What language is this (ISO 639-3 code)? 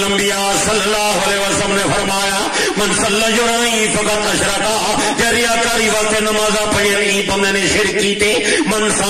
skr